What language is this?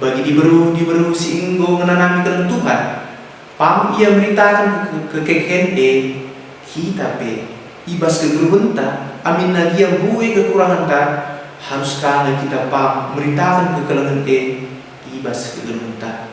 Batak Karo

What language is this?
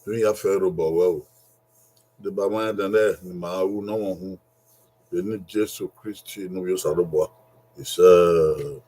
Bini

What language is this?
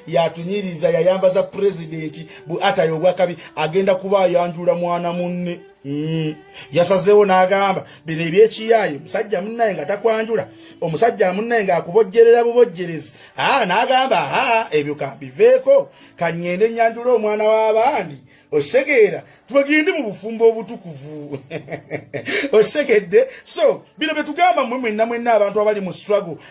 Ganda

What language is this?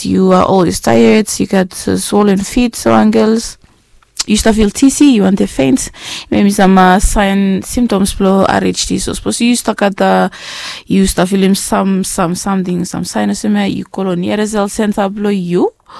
Bislama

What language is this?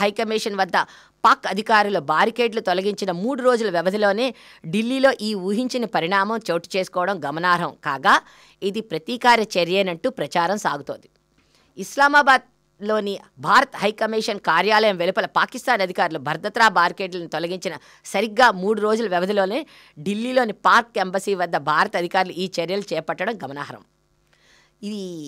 Telugu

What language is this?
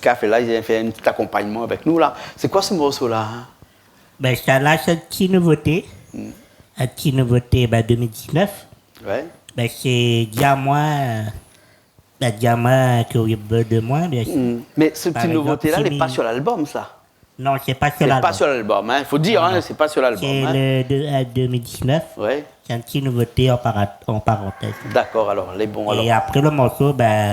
Réunion Creole French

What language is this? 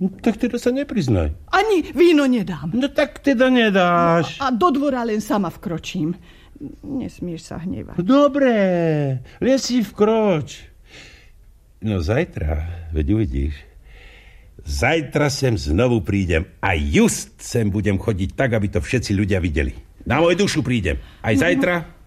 Slovak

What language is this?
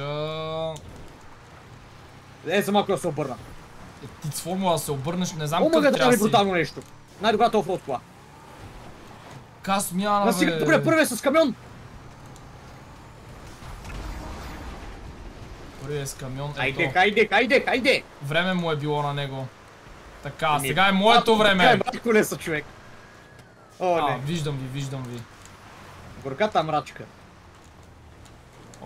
Bulgarian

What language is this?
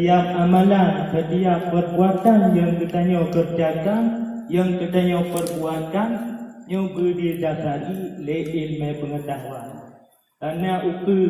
Achinese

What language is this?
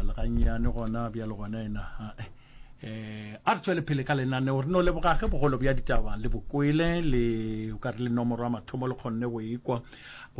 Northern Sotho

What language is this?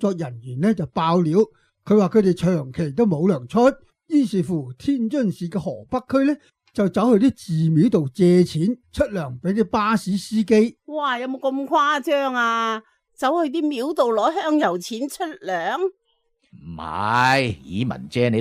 Cantonese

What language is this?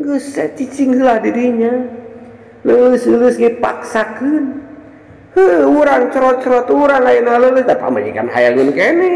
Sundanese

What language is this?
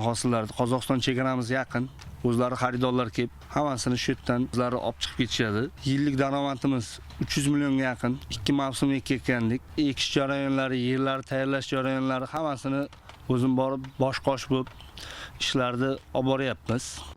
Uzbek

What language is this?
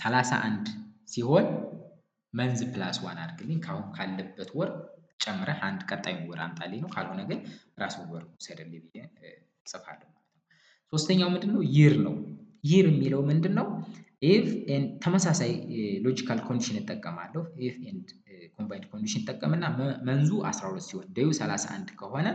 Amharic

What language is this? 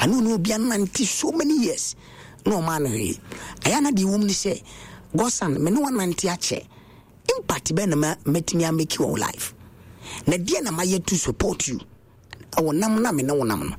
Akan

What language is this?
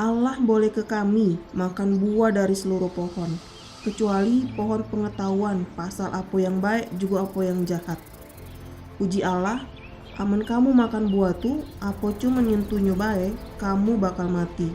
Musi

